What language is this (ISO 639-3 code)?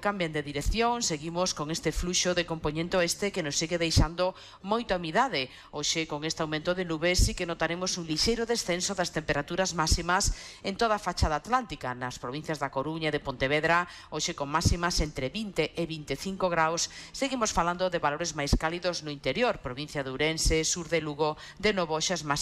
glg